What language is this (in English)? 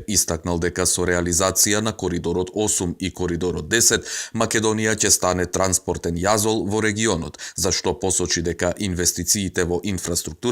Macedonian